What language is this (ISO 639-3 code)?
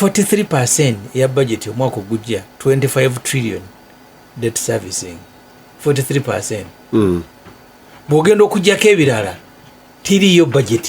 lug